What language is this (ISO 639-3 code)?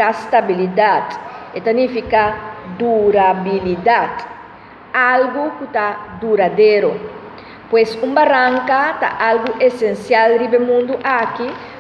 pap